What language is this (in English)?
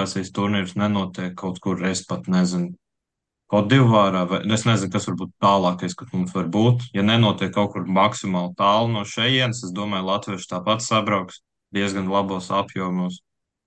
Latvian